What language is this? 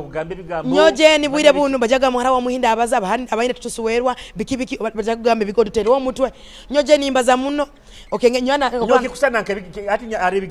Nyoro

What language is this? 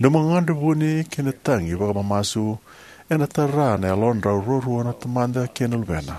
Fijian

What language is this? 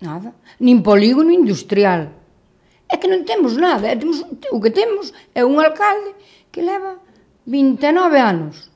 Galician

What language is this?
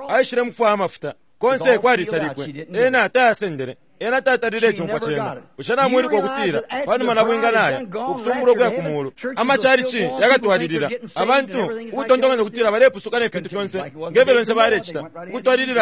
Bemba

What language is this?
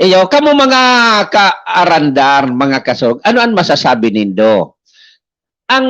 Bikol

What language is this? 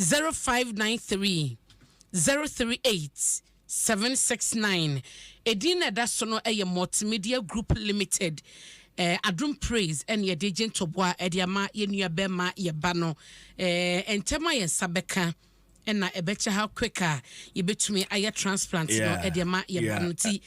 Akan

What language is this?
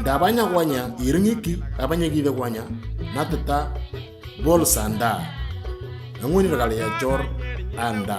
Moro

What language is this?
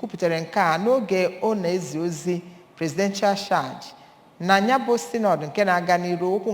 Igbo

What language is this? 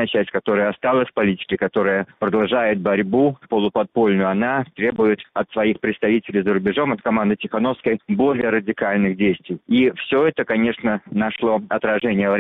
Russian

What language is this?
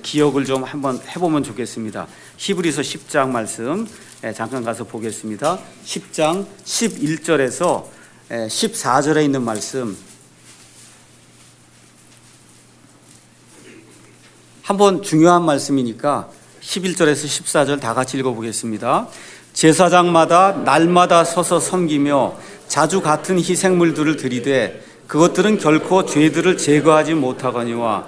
Korean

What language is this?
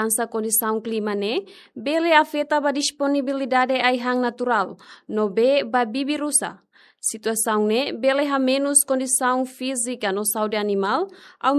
Tetum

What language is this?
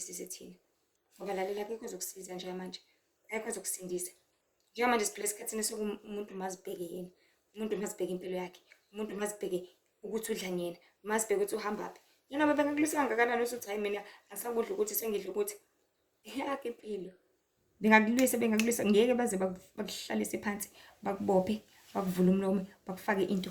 Zulu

